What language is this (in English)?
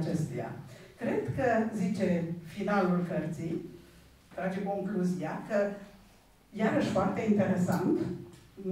Romanian